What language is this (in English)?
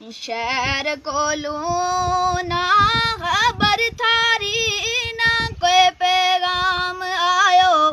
Gujari